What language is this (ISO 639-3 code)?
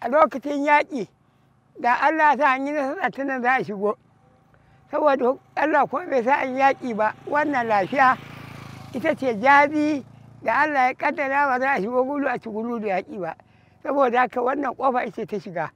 hau